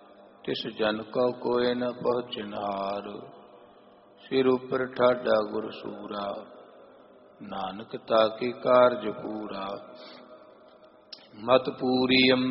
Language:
Punjabi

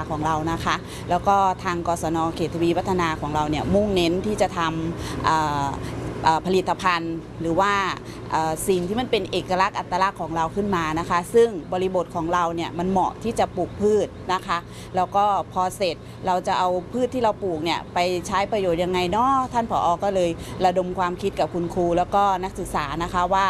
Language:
Thai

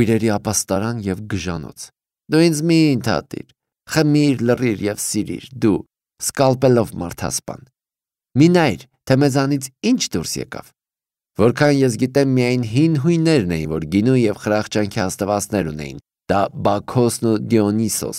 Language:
Armenian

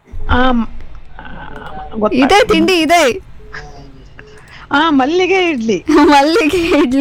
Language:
Kannada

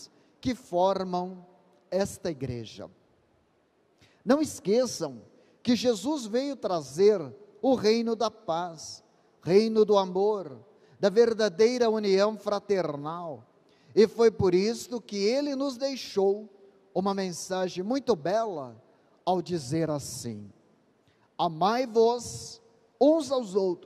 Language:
Portuguese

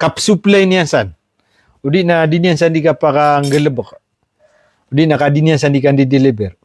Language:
Maranao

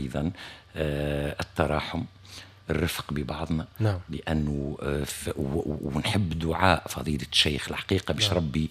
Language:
Tunisian Arabic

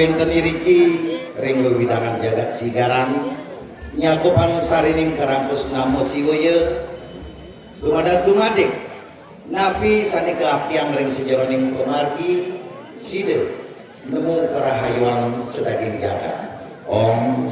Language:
Balinese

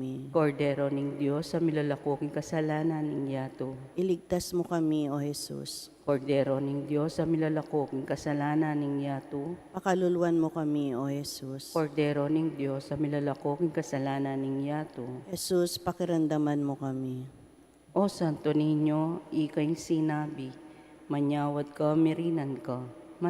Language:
Pampanga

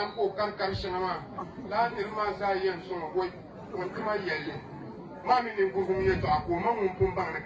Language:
Dagbani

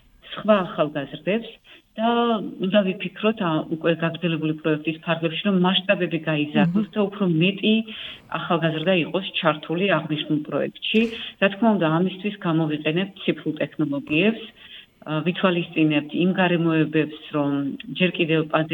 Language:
Georgian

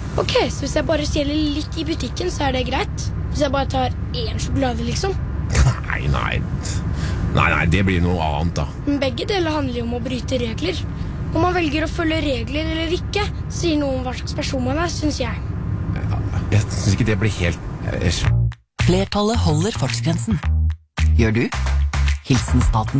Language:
Norwegian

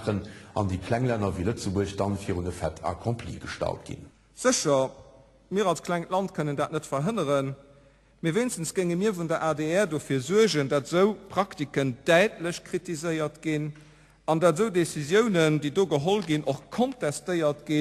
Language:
Luxembourgish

